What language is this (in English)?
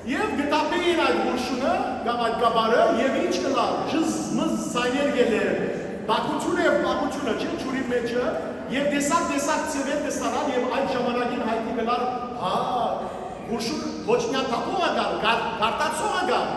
Western Armenian